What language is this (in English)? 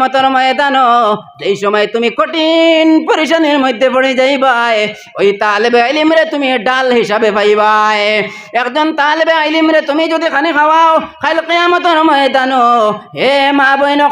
Sylheti